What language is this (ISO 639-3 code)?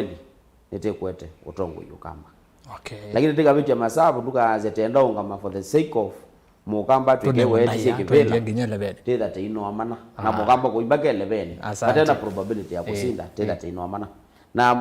kam